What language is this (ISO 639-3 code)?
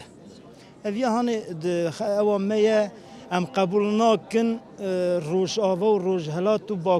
kur